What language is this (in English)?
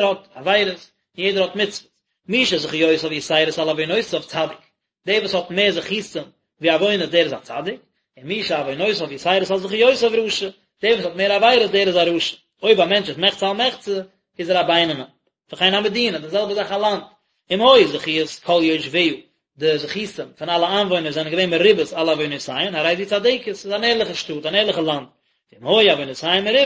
Yiddish